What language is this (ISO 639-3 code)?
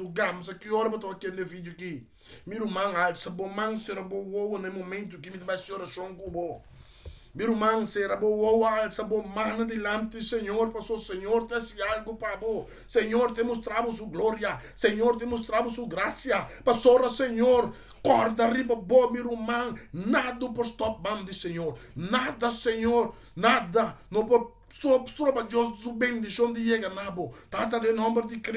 pap